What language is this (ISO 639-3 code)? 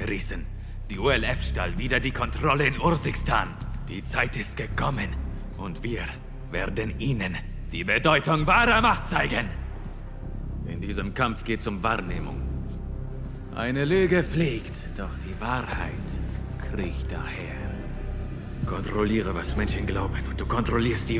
deu